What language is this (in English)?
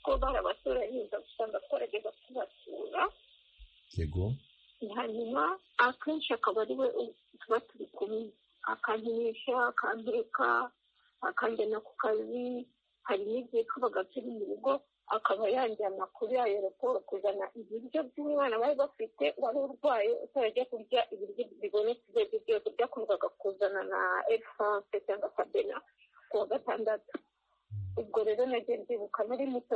Kinyarwanda